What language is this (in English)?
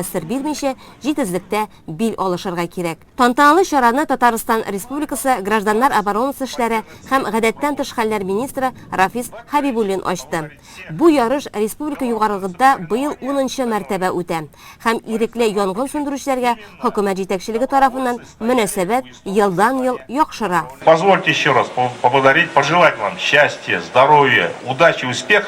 Tatar